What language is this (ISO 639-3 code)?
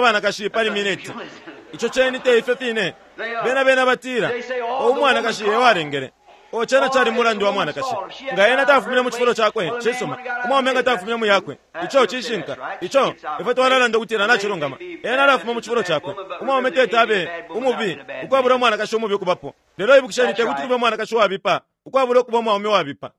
bem